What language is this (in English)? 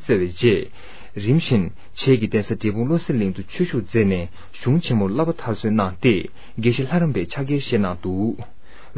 Tibetan